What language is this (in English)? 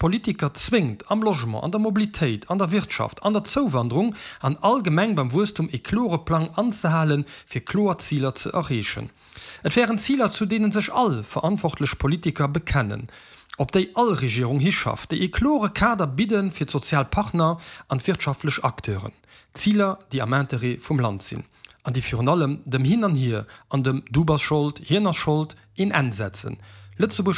Luxembourgish